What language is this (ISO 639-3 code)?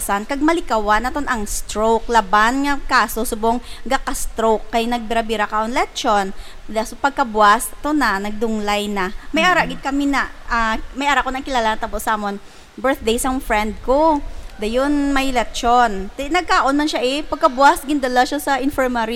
hil